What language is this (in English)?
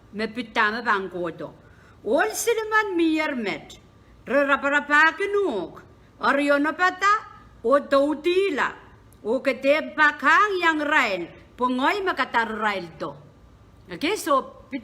Pohnpeian